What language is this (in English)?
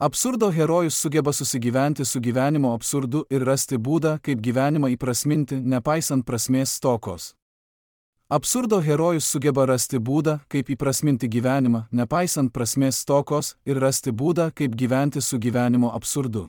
Lithuanian